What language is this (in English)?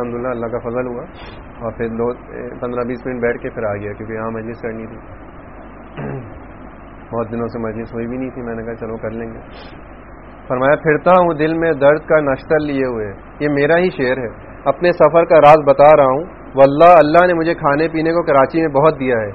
Urdu